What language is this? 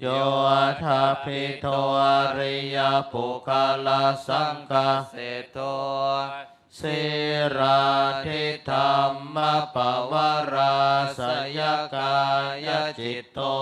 Pali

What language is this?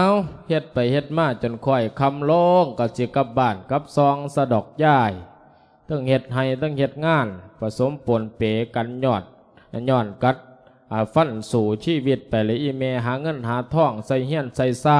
Lao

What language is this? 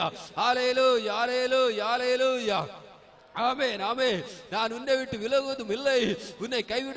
Tamil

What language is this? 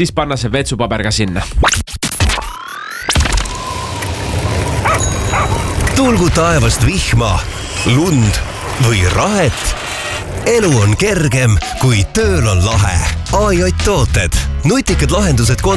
Estonian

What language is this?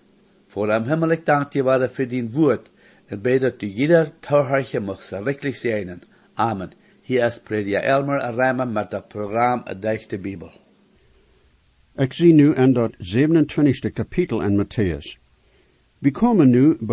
Plautdietsch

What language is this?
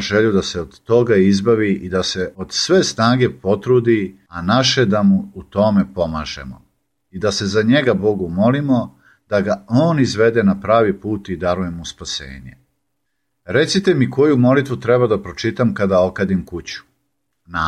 Serbian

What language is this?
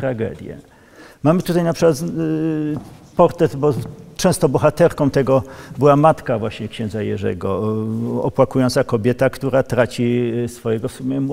Polish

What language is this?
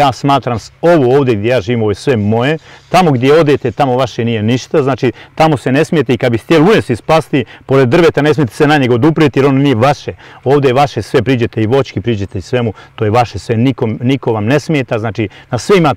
Bosnian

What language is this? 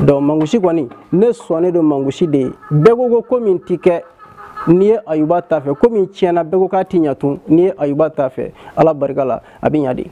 Bambara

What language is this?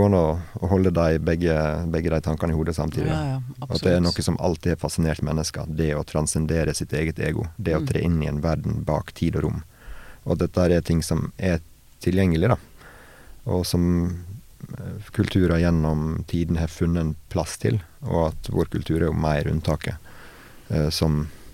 Norwegian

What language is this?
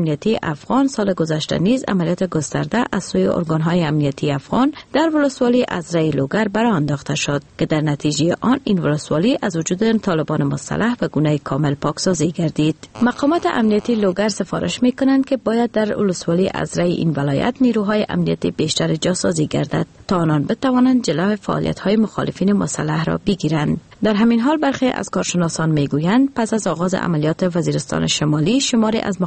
Persian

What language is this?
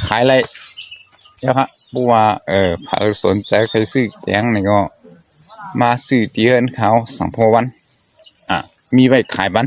Shan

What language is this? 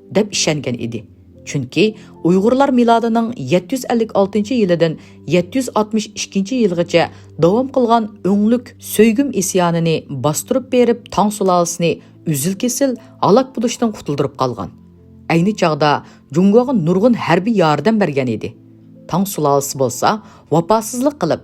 Uyghur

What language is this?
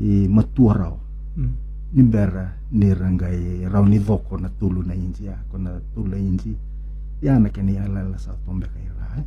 Fijian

